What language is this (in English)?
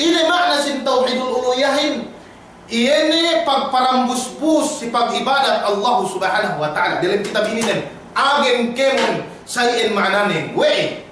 Yakan